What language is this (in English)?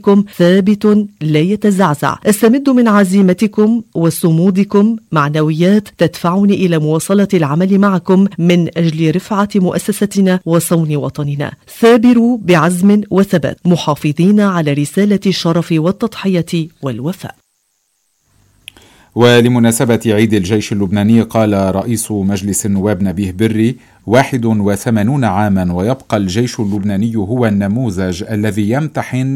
Arabic